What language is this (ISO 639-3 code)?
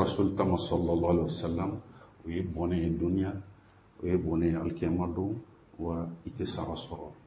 bam